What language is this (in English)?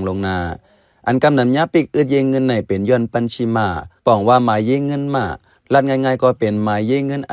Shan